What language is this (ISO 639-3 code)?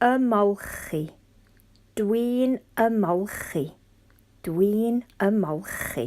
cym